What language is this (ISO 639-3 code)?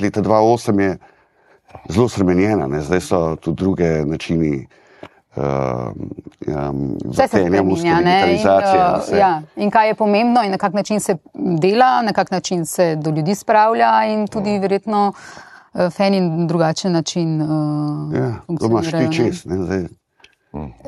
slv